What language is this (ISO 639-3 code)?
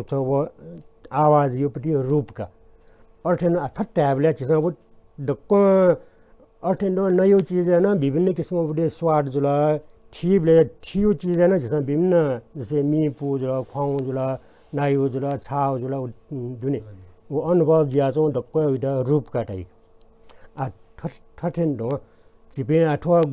new